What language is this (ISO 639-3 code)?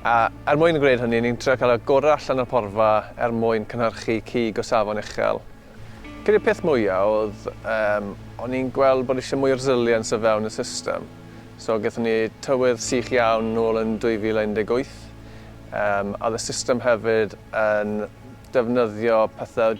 cym